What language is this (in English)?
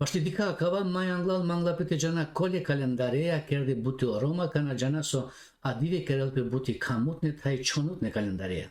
Balkan Romani